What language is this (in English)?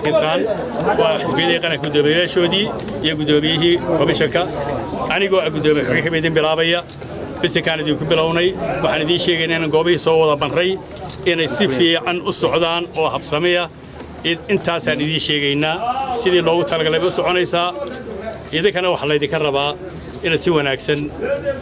Somali